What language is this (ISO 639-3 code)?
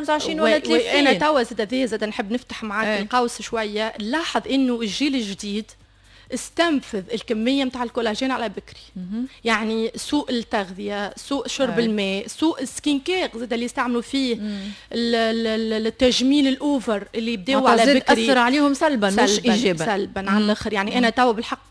aeb